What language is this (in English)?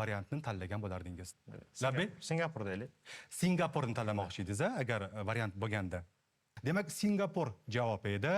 Uzbek